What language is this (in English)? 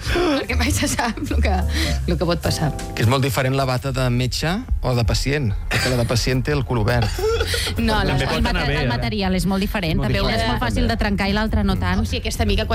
Catalan